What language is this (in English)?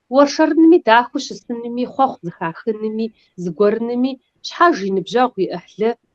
Kabardian